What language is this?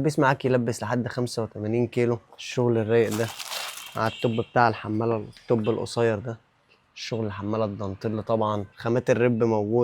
Egyptian Arabic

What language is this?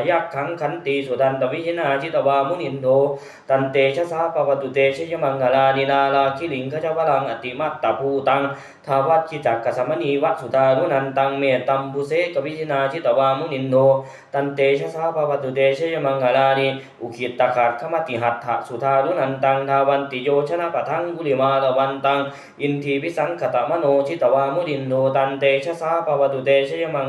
Pali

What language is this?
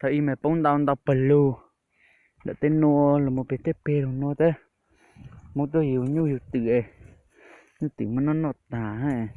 Hmong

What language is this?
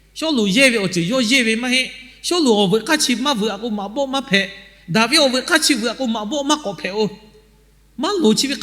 Lahu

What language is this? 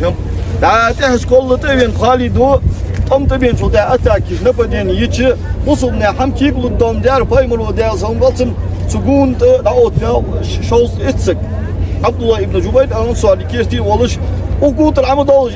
Ingush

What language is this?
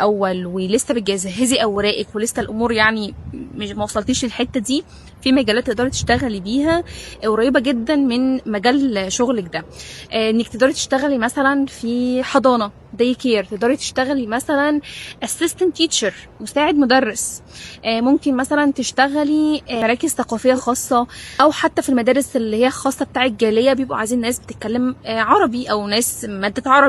Egyptian Arabic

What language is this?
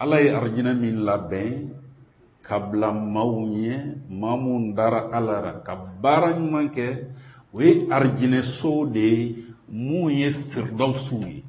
Bambara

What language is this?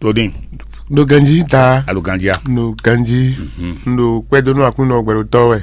Fon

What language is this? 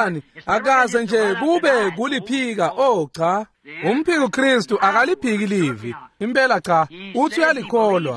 Swati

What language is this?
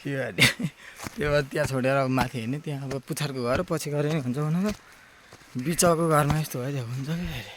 Nepali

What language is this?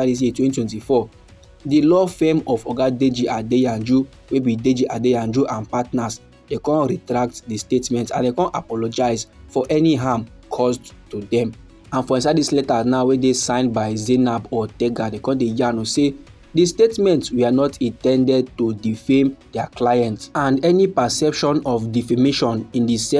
Nigerian Pidgin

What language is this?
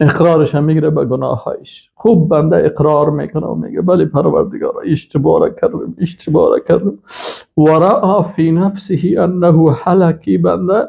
Persian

